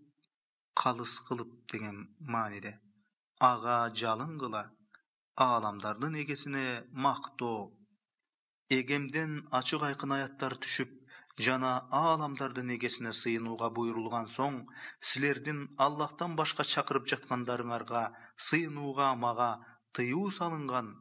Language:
Kyrgyz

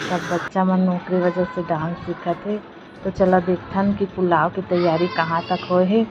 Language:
Chhattisgarhi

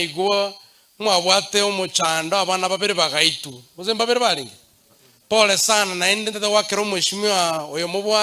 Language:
Gusii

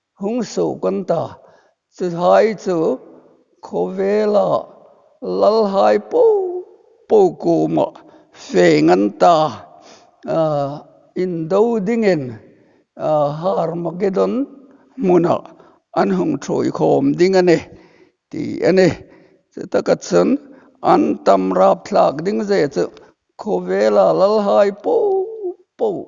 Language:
Hmar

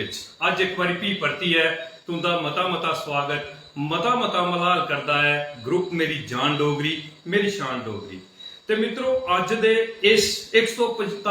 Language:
Dogri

